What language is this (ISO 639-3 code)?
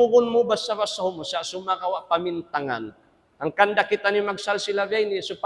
tsg